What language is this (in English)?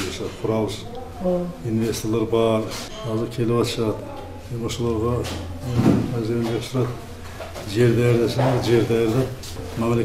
Kyrgyz